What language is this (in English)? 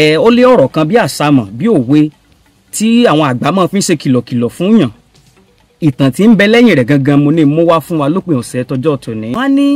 Yoruba